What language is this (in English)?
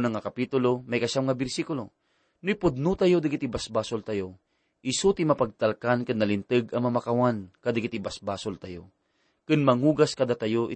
Iloko